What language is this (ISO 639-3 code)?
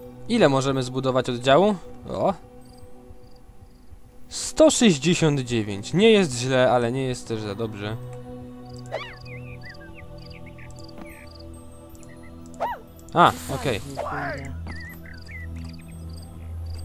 pol